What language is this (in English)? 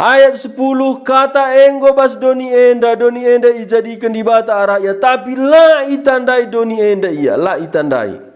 Batak Karo